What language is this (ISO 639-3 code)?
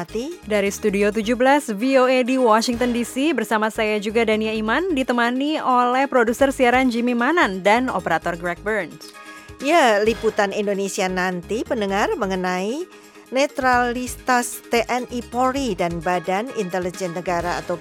ind